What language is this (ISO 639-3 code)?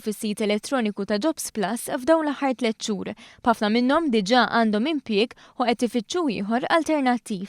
mlt